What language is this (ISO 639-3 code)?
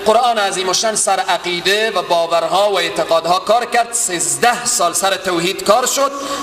fas